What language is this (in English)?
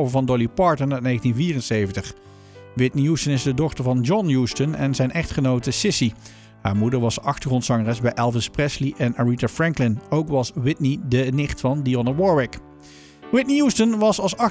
Dutch